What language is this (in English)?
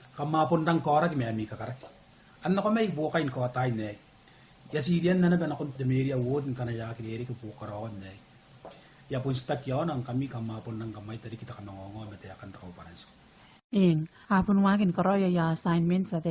Gilbertese